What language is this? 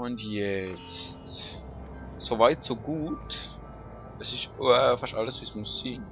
Swiss German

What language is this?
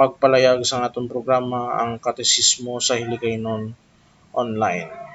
Hiligaynon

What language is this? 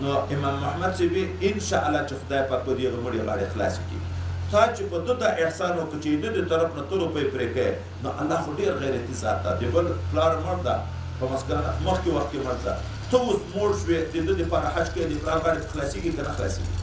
Pashto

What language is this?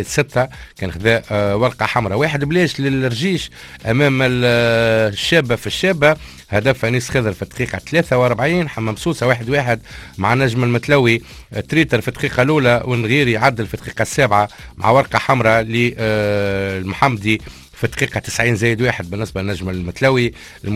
Tunisian Arabic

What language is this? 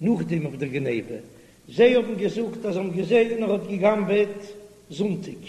Yiddish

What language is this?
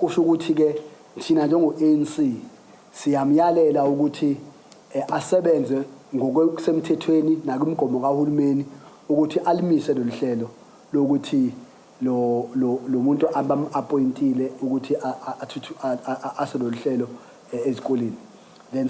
Zulu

